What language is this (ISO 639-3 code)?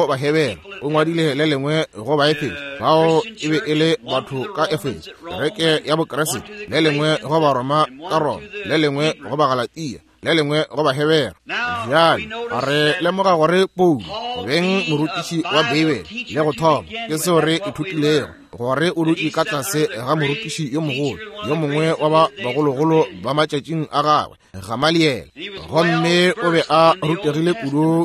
nso